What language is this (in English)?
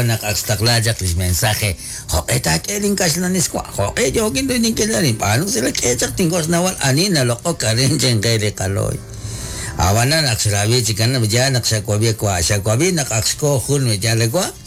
Kekchí